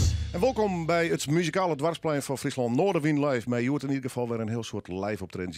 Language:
Western Frisian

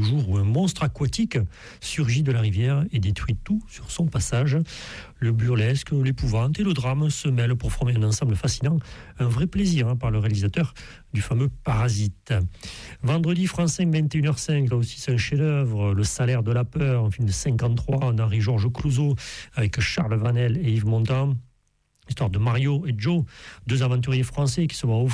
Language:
French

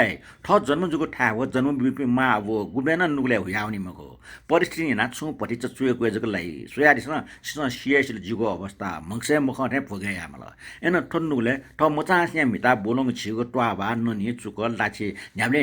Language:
Newari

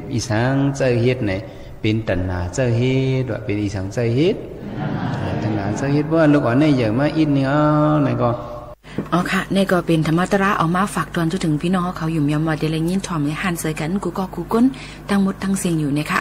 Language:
Shan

